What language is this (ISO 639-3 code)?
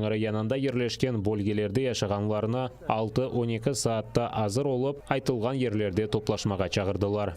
crh